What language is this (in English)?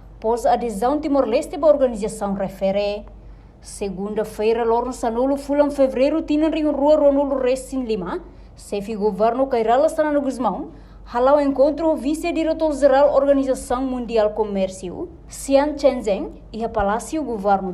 Tetum